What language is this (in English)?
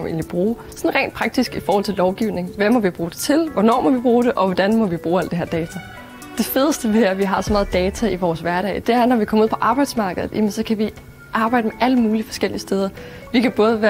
Danish